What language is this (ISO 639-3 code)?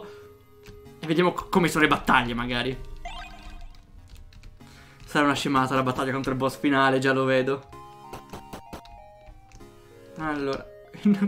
ita